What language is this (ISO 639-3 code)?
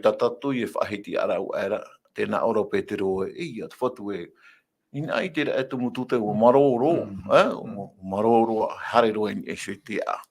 tah